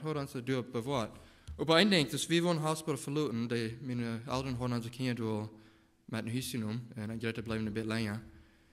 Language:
Plautdietsch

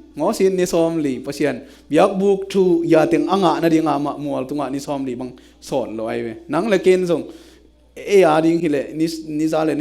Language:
Tedim Chin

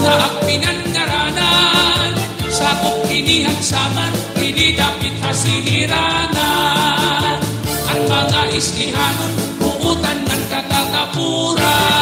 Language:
Waray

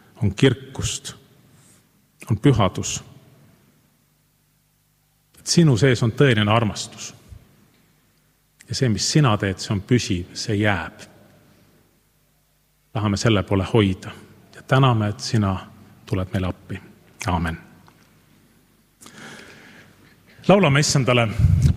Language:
Estonian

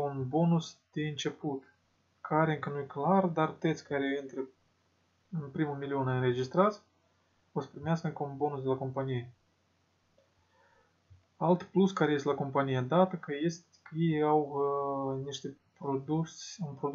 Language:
Romanian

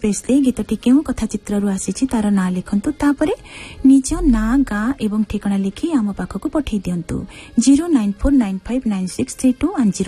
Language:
Odia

